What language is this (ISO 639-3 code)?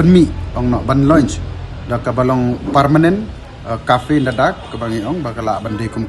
kha